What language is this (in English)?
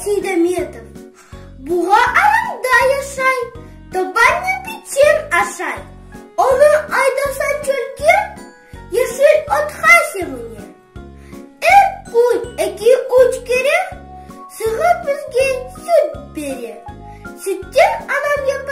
Crimean Tatar